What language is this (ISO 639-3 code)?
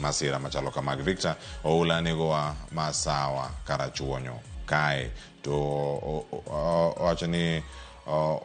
luo